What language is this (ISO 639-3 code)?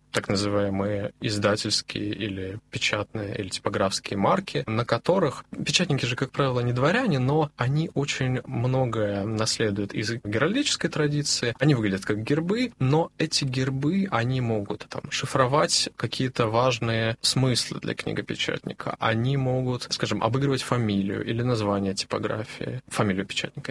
rus